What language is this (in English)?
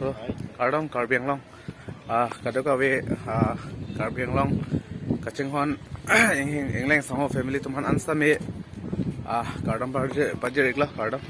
Karbi